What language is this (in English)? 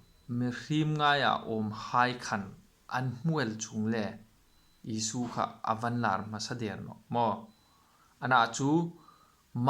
Hmar